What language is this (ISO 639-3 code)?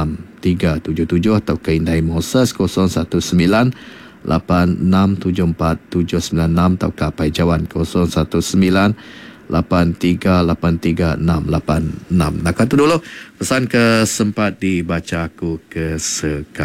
iba